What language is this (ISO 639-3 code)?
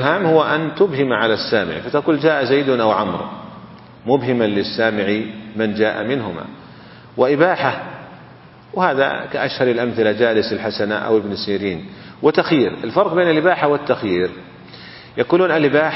ara